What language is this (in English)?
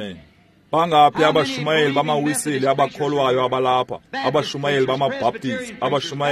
Xhosa